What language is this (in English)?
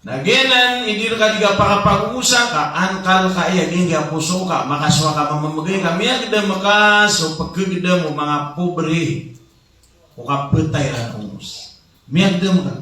Maranao